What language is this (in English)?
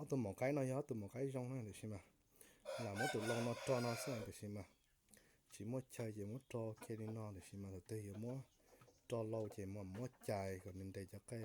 Hmong